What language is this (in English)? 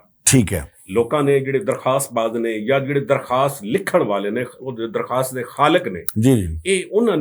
Western Panjabi